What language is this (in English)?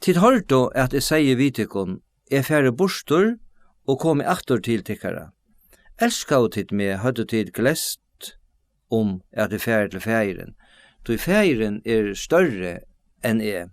Faroese